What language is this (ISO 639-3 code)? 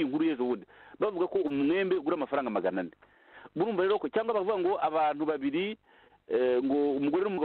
kin